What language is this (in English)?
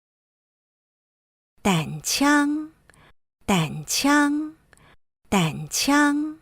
Hakka Chinese